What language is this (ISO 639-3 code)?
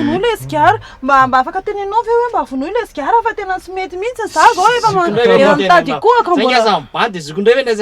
mlg